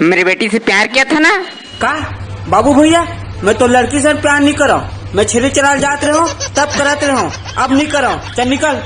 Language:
Chhattisgarhi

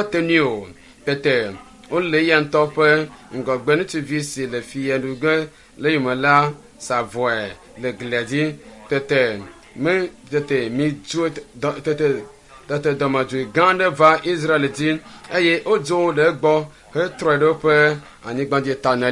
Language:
Ewe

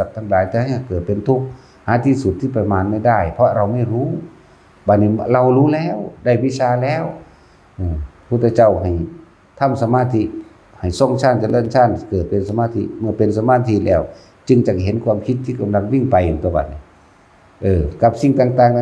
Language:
Northeastern Thai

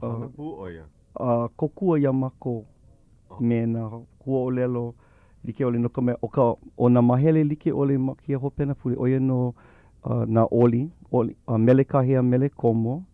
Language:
Hawaiian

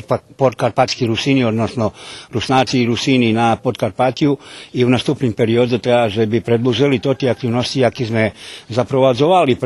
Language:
Rusyn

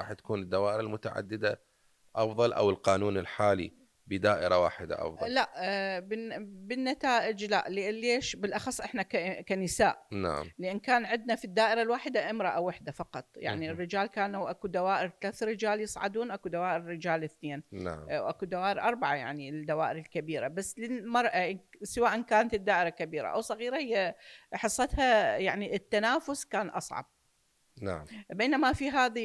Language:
Mesopotamian Arabic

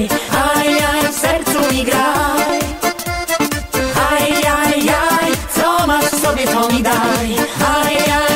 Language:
Polish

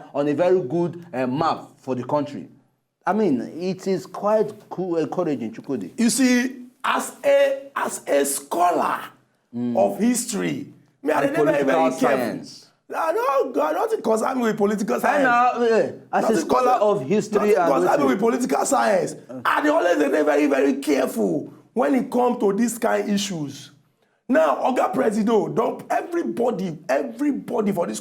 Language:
Nigerian Pidgin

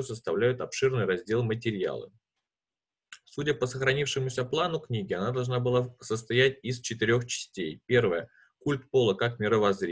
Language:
Russian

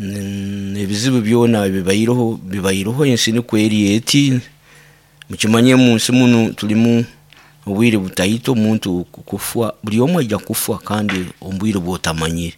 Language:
Nyoro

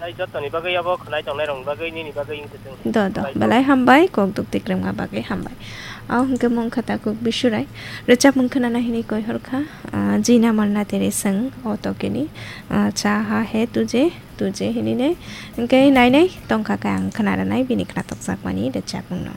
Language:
Kok Borok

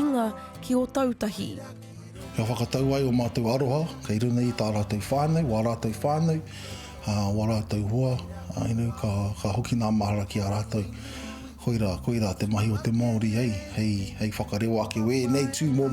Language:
Māori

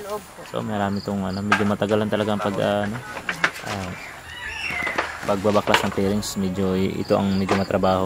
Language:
Filipino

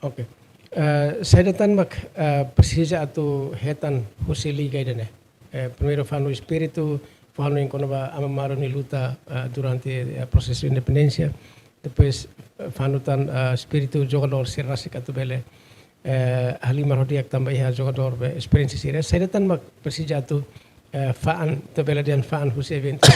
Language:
Tetum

